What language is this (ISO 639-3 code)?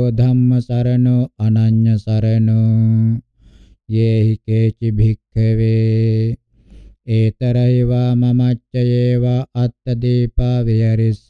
pli